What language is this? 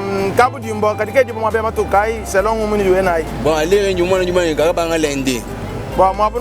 Luba-Lulua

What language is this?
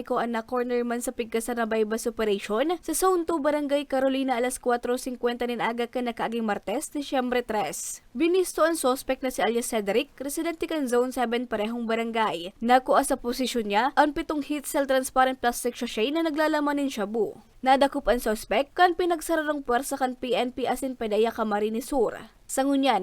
Bikol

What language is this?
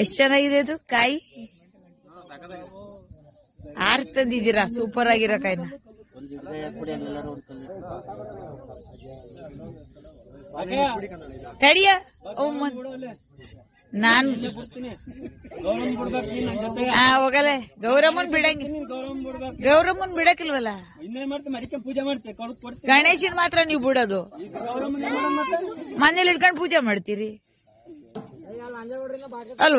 Kannada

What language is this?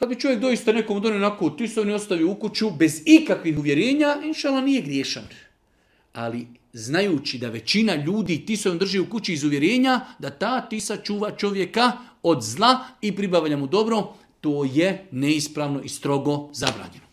Bosnian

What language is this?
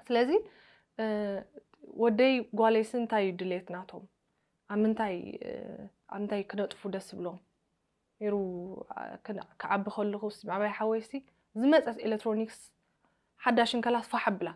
Tigrinya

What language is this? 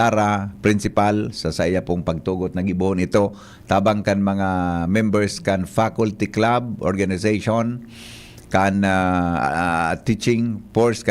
Bikol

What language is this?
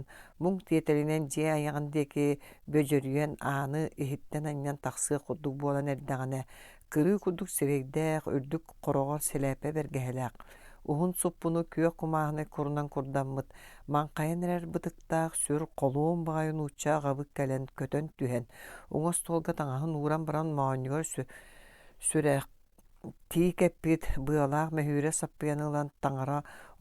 Yakut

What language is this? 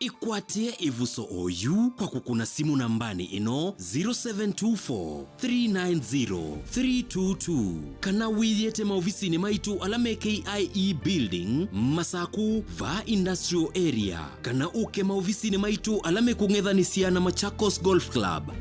Kamba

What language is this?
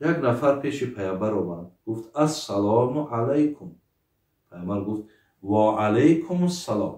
Tajik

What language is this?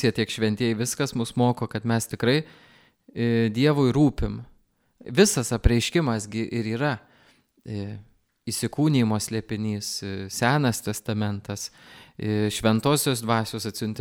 Lithuanian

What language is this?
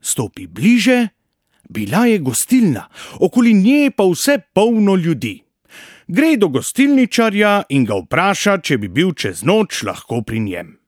Slovenian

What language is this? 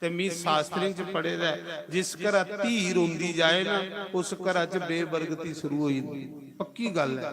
Dogri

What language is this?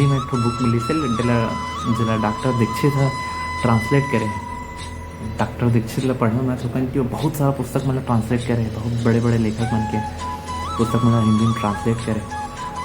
Chhattisgarhi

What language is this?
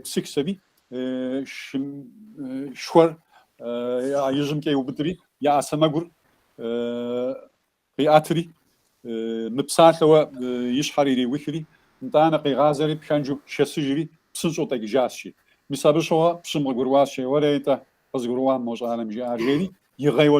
Kabardian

